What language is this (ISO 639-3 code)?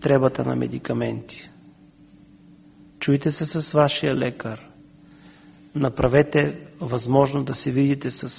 bul